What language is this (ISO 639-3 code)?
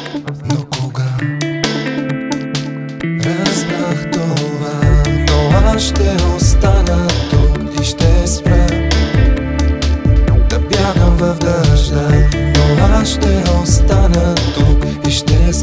bul